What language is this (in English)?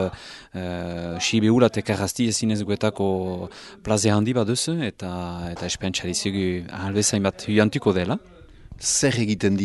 Basque